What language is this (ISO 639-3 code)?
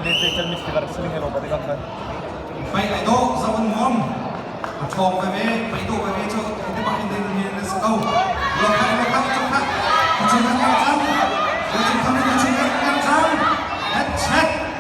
cnh